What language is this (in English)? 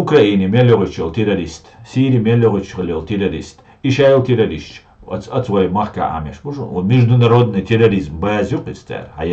Chechen